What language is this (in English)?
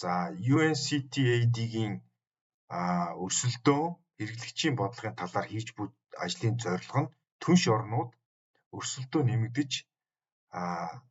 Mongolian